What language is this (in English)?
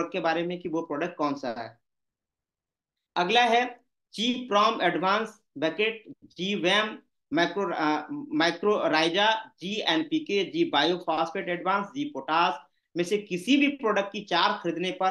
Hindi